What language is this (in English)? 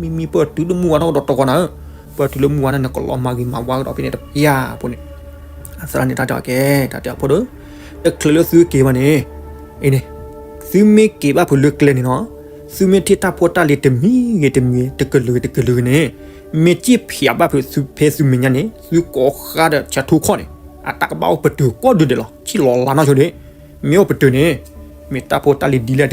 S'gaw Karen